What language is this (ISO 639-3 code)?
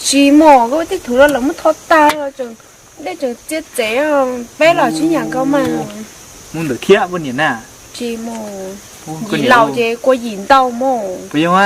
hmn